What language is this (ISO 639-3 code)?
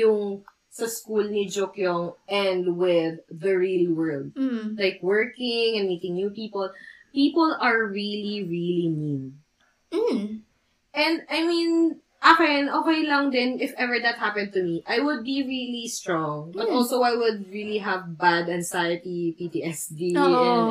fil